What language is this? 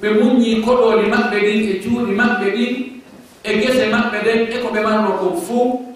Fula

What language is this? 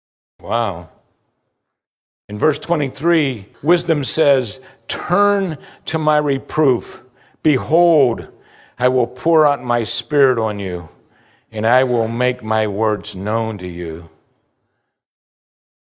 English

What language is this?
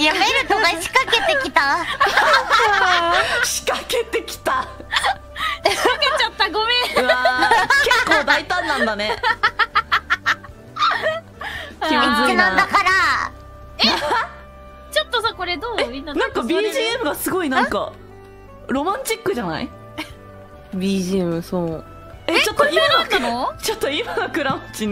Japanese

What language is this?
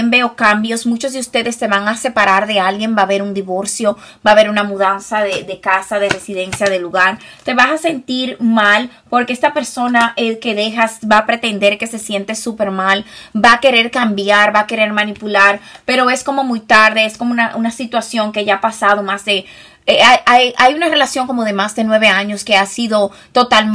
Spanish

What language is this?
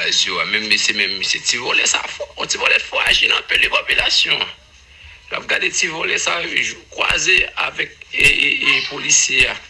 Haitian Creole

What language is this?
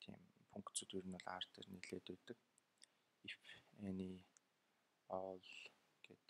Mongolian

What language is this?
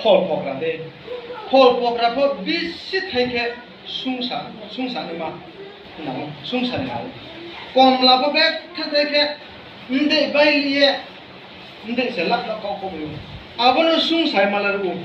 Riang (India)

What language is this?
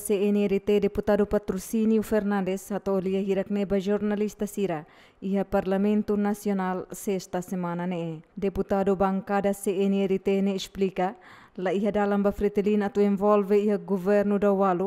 Tetum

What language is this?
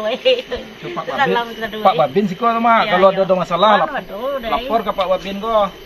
Minangkabau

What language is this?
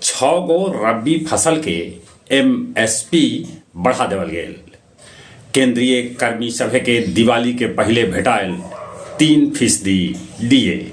Magahi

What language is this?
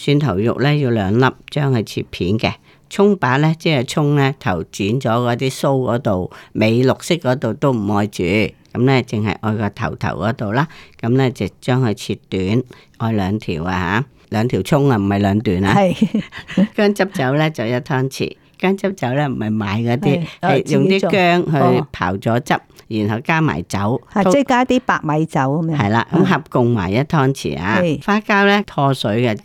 Cantonese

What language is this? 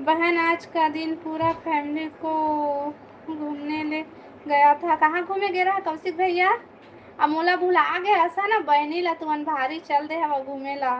Chhattisgarhi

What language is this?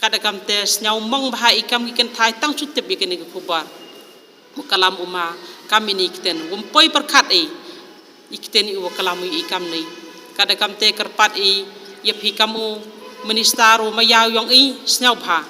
Khasi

